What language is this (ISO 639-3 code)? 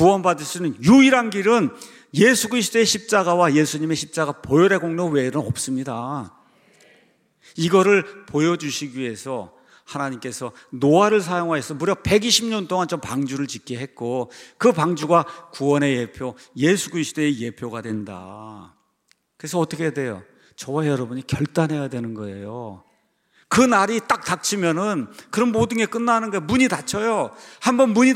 kor